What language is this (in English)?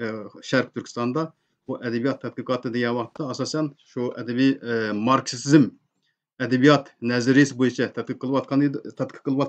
Uyghur